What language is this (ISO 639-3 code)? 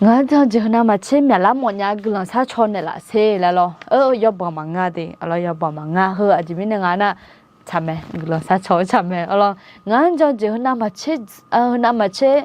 ahk